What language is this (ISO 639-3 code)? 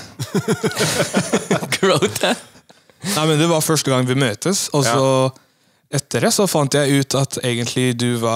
nor